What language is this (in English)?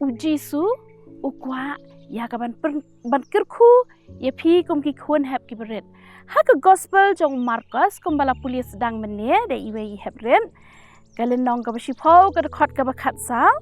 Khasi